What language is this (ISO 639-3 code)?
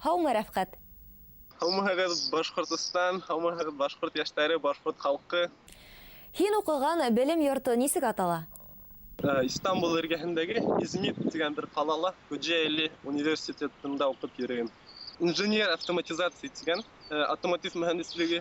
bak